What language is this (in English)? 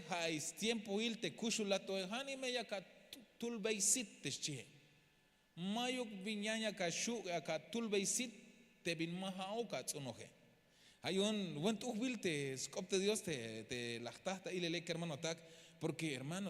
Tzeltal